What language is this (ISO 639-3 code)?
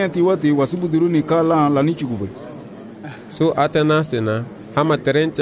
cab